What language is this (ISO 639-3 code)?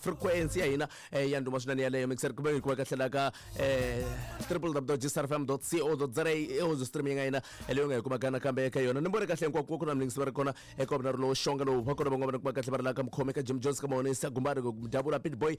tso